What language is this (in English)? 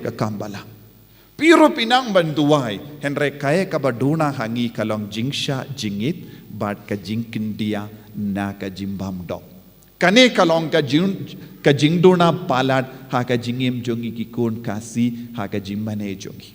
Khasi